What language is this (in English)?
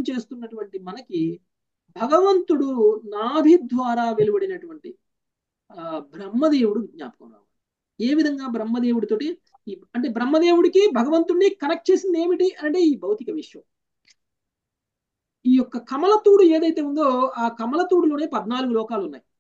Telugu